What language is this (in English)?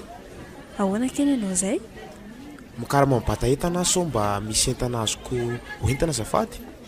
Malagasy